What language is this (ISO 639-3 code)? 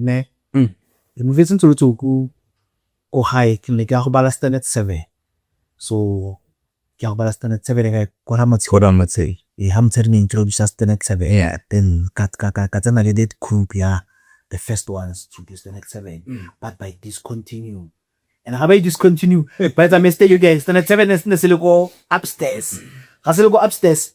tsn